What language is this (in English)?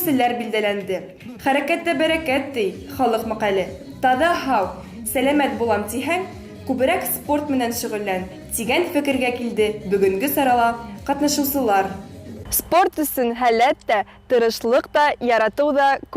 Bashkir